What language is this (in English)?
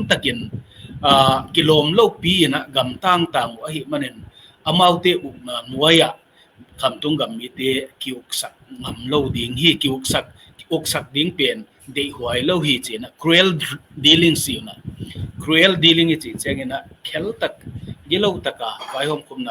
Tedim Chin